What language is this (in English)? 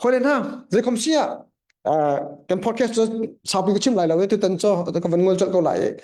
Hakha Chin